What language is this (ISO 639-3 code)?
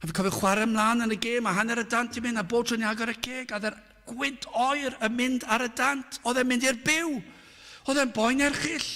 cym